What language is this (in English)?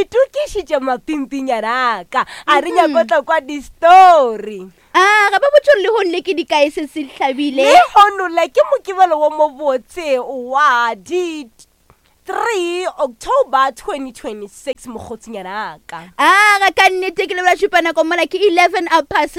Northern Sotho